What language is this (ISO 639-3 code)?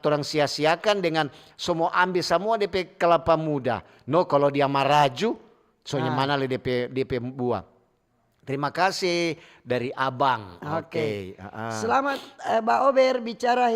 xmm